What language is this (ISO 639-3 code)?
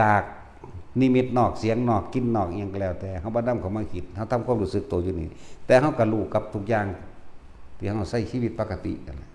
tts